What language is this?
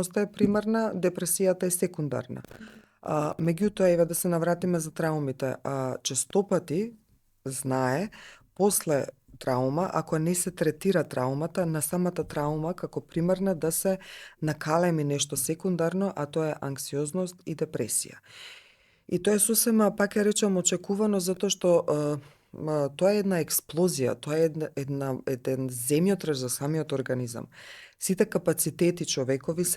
Macedonian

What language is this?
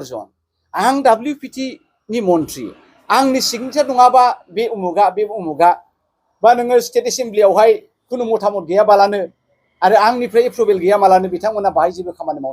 Bodo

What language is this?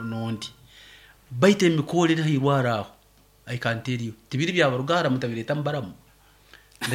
Nyoro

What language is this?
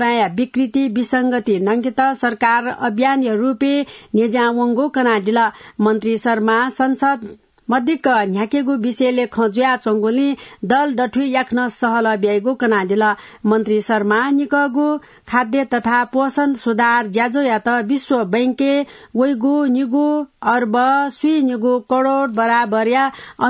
Newari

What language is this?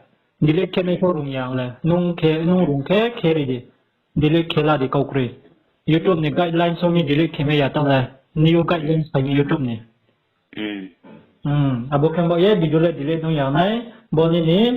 Riang (India)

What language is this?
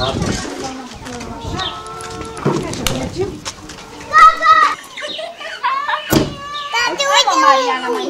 Romanian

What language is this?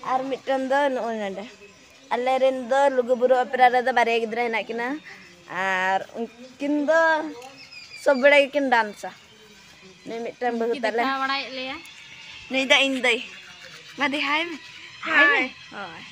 Santali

